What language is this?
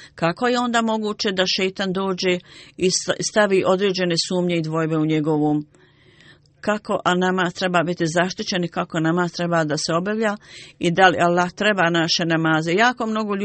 Bosnian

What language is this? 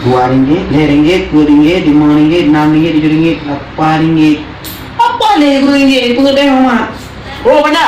Achinese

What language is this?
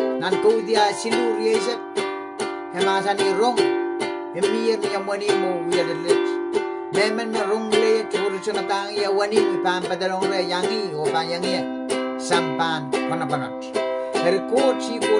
Pohnpeian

